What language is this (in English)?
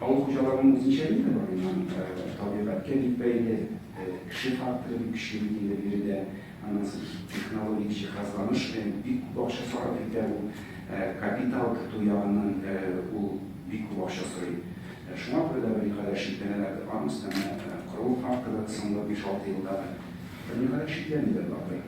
Tatar